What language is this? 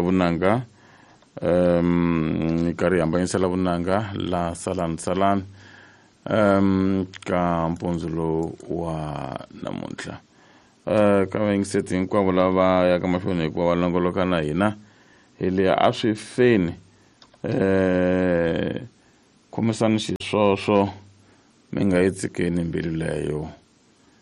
Tsonga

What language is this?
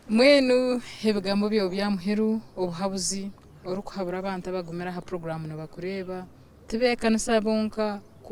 Nyankole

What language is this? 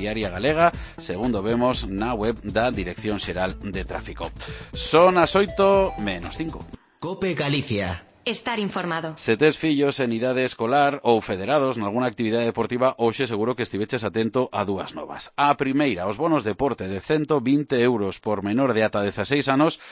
Galician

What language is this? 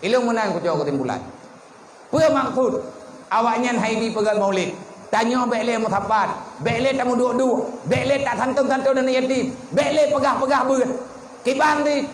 Achinese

